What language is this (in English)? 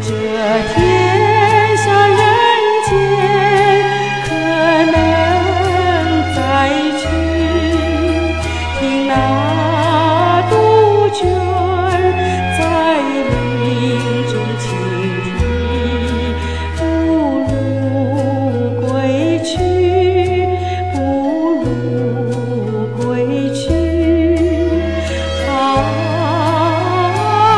Chinese